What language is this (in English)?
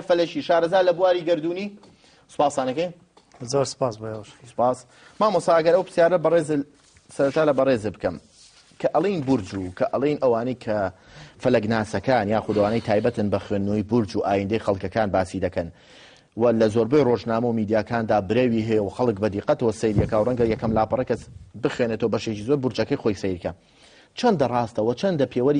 Central Kurdish